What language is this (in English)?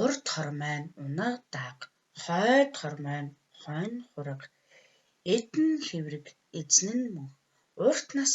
Mongolian